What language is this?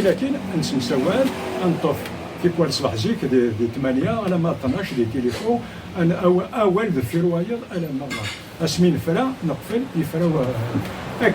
Kabyle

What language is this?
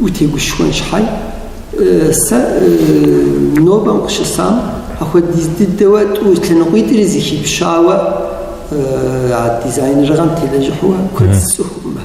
Kabardian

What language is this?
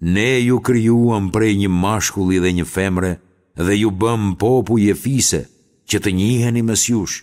Albanian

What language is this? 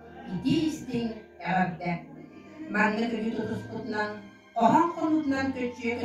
Yakut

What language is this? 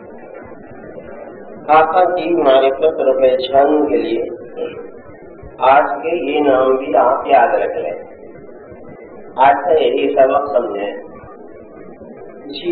Urdu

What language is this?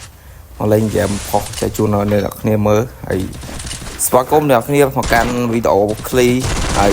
Khmer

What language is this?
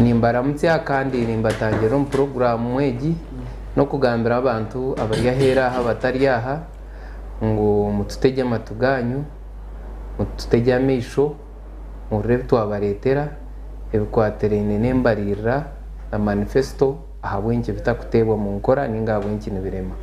Nyankole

